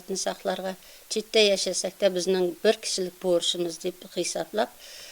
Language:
Tatar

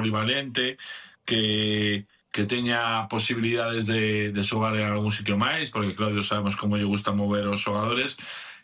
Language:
Galician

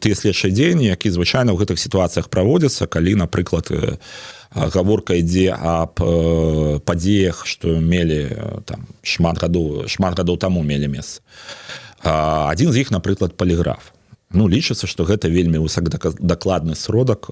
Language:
Belarusian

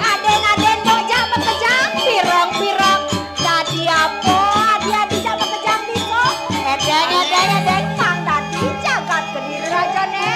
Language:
Balinese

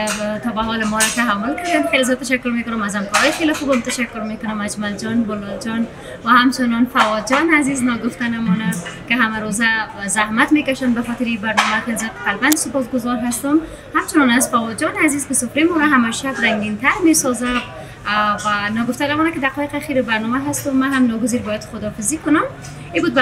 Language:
Persian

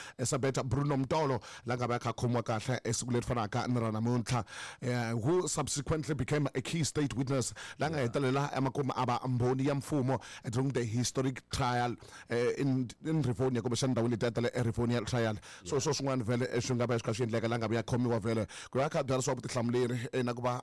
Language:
Tsonga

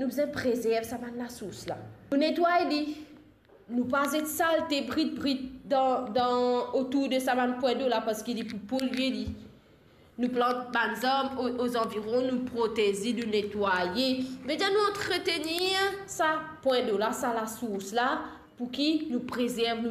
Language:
Morisyen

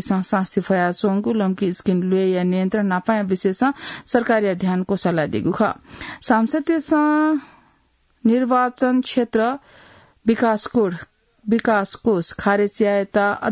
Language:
Newari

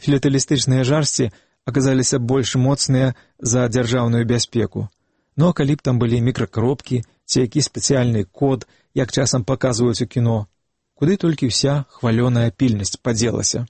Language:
Belarusian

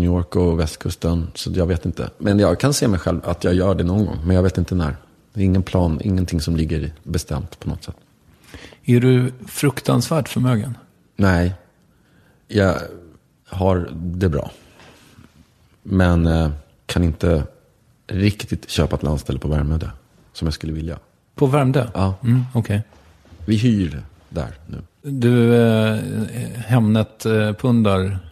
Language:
Swedish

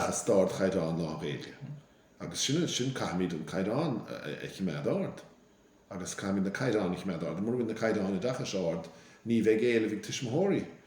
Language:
Irish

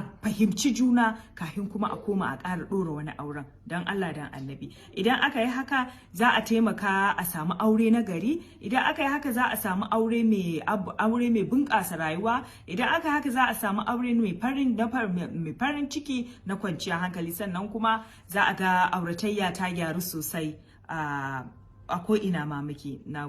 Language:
Hausa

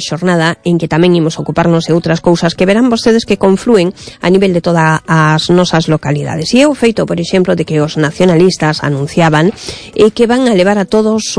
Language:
Galician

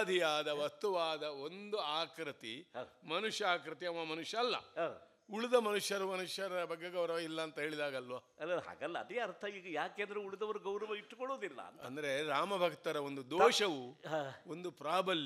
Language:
Kannada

